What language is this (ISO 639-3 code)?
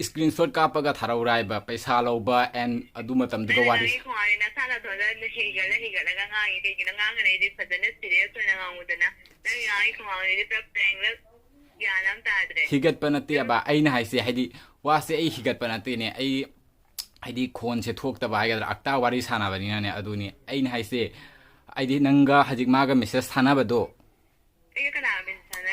mni